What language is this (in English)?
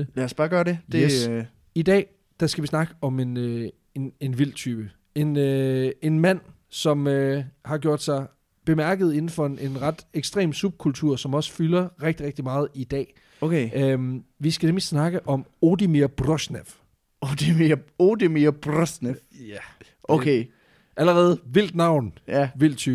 Danish